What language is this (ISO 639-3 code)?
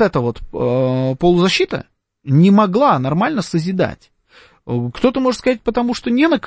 rus